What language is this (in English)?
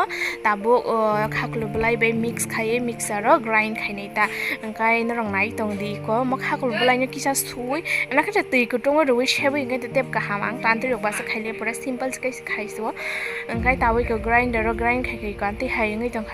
Kok Borok